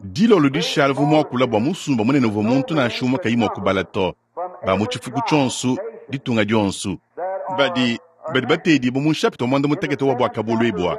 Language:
Luba-Lulua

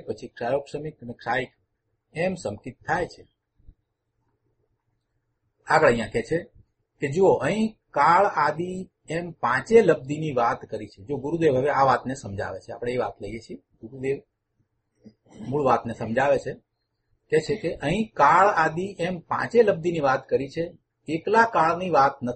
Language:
Gujarati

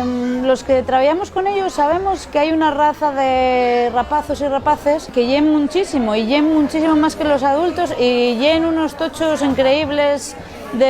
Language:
Asturian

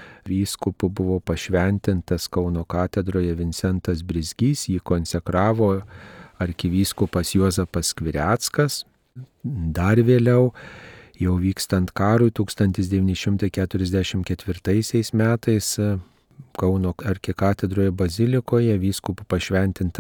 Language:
Lithuanian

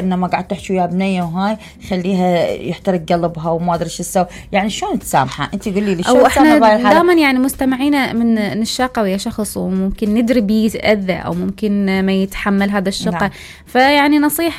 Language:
Mesopotamian Arabic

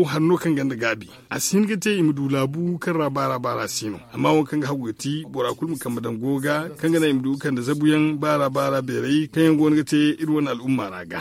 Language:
Zarma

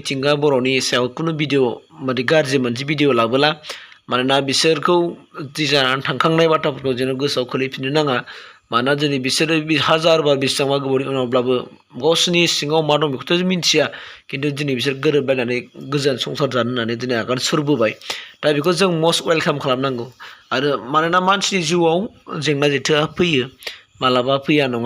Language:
Bodo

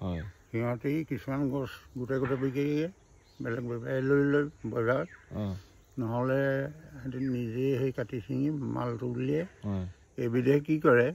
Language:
Assamese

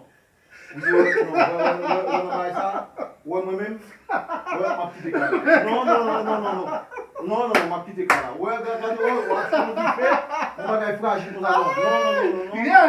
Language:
Haitian Creole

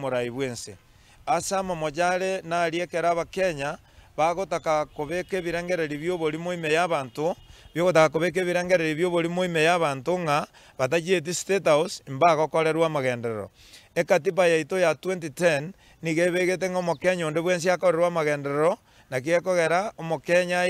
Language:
Gusii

